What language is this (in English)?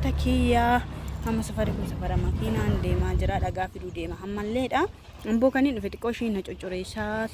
Oromo